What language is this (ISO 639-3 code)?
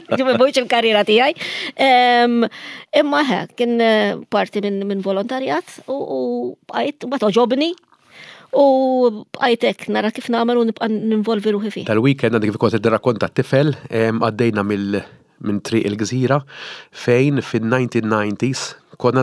mlt